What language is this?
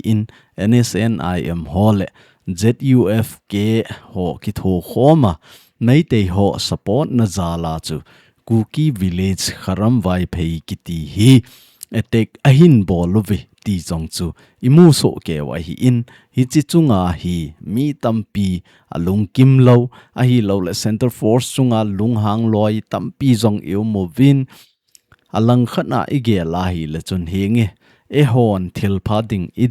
Thado Chin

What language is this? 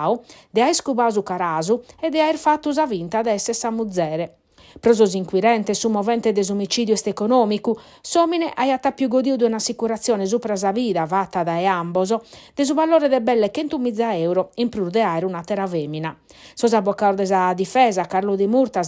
Sardinian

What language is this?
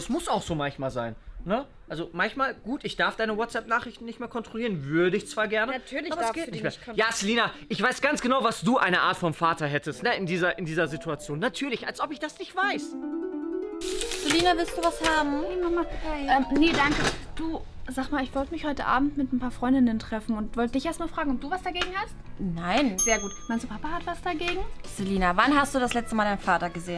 German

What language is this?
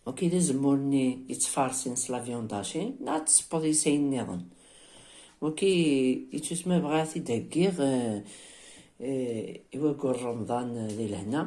Kabyle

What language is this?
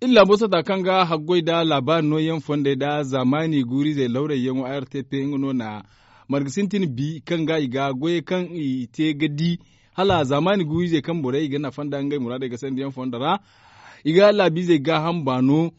Zarma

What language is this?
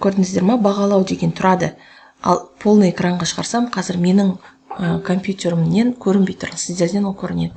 Kazakh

